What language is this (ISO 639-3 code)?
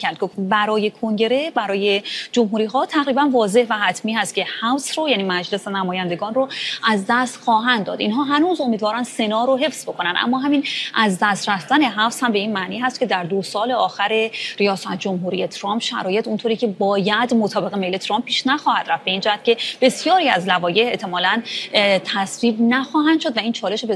fas